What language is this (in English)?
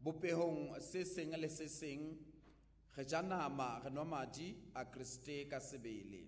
Southern Sotho